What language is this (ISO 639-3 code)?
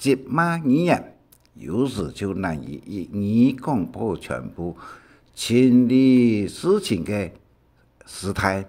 hak